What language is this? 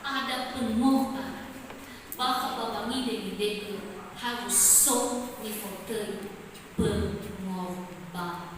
Nias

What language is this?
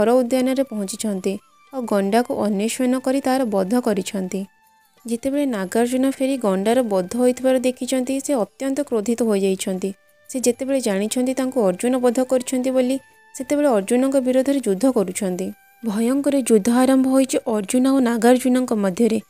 Odia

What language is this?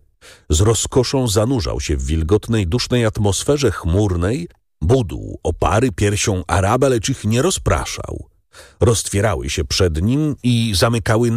Polish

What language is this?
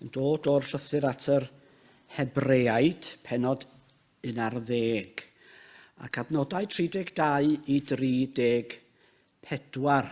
Welsh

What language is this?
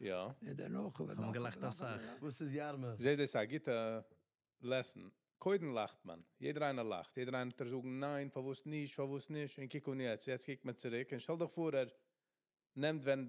Yiddish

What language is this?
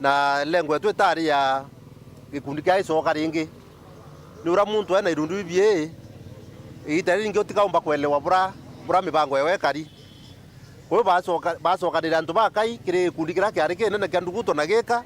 Meru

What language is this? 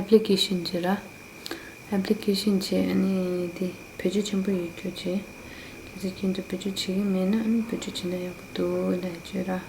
Tibetan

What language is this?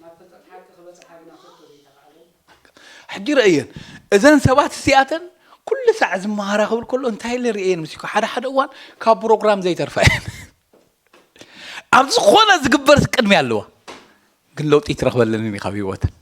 Tigrinya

